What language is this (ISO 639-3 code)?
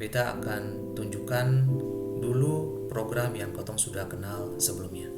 abs